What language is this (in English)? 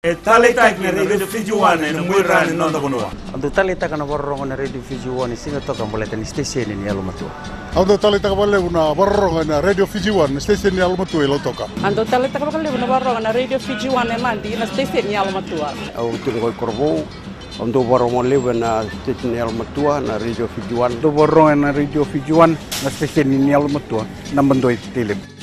Fijian